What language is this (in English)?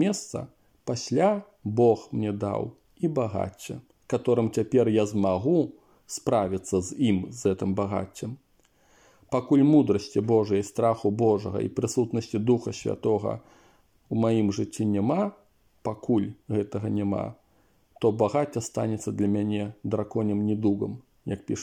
Belarusian